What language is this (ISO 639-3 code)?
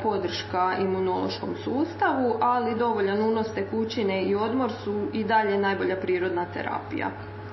hrv